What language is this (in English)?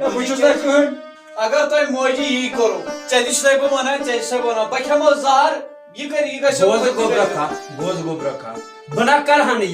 Kashmiri